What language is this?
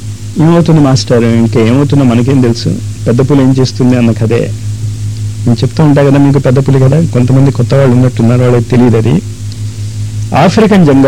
Telugu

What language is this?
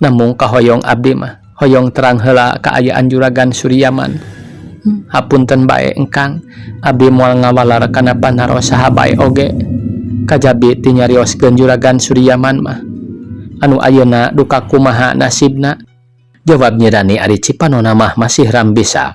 Sundanese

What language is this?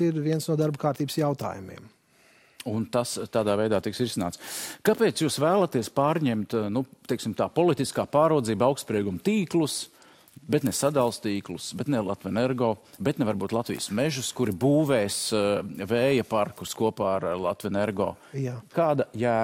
Latvian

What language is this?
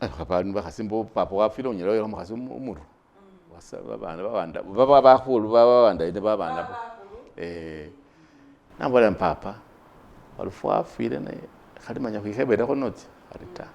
Masaaba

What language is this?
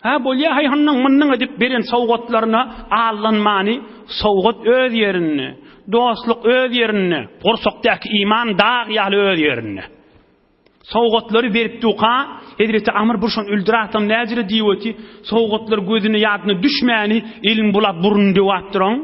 Turkmen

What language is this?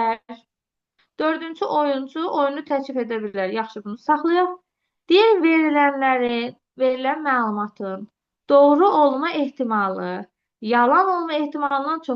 Azerbaijani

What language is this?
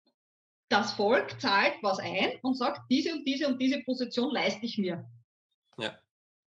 German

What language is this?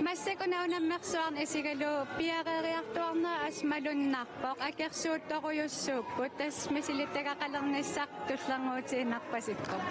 Kalaallisut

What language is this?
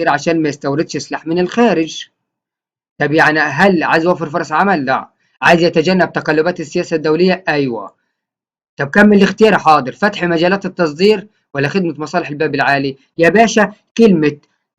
Egyptian Arabic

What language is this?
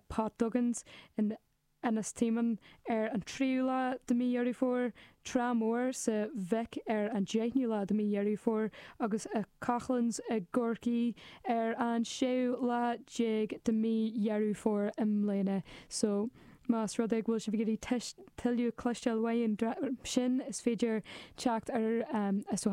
Irish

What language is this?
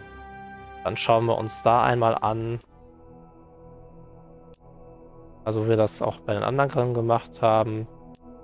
German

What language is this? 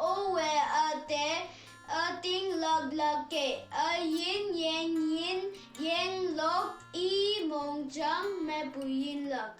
Konyak Naga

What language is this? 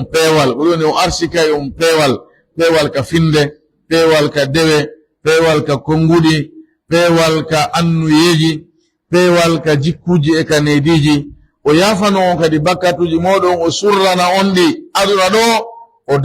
Pular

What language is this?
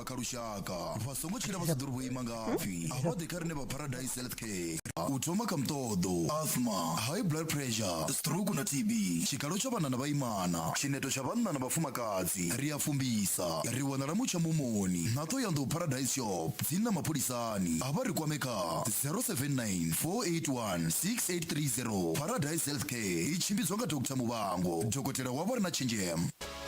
Venda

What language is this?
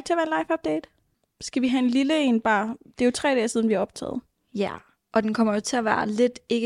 Danish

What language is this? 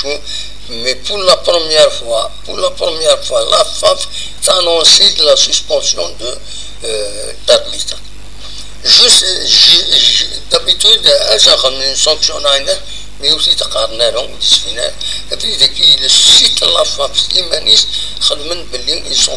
Kabyle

